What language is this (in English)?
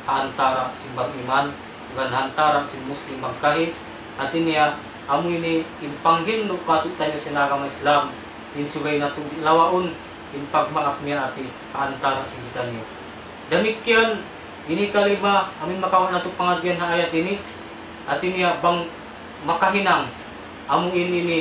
Tausug